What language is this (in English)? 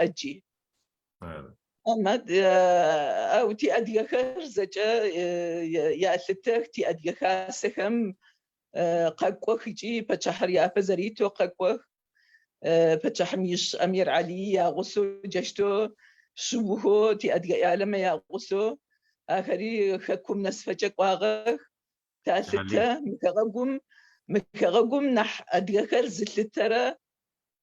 Adyghe